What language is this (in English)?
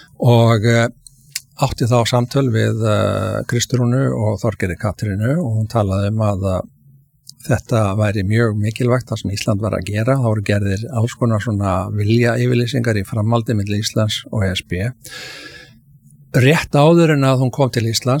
Icelandic